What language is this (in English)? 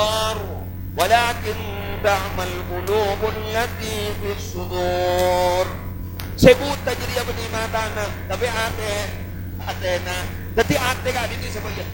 Madurese